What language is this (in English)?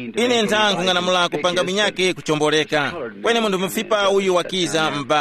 Tumbuka